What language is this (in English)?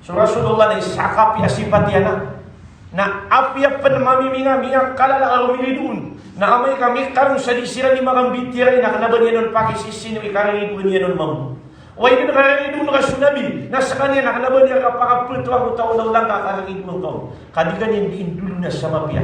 Maranao